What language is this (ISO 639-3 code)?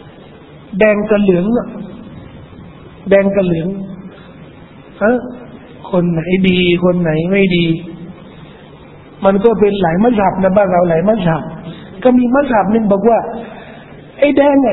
tha